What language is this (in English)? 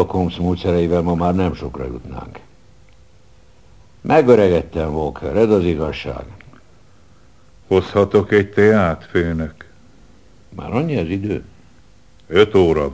Hungarian